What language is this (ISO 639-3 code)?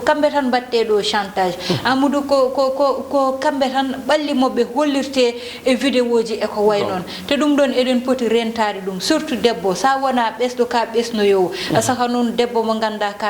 ful